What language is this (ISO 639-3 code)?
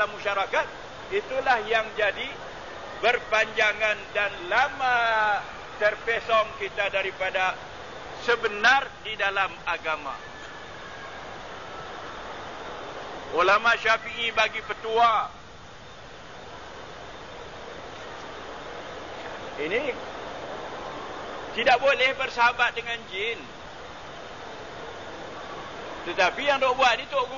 msa